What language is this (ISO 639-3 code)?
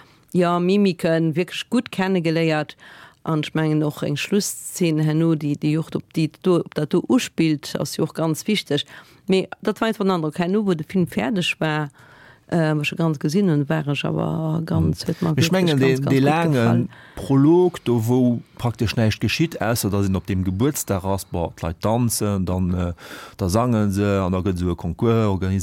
ltz